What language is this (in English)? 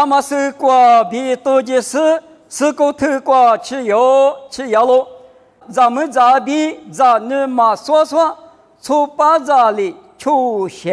Lisu